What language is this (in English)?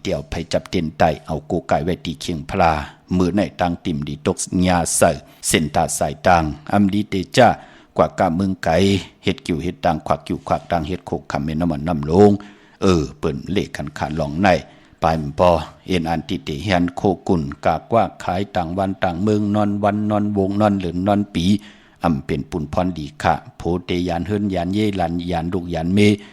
Shan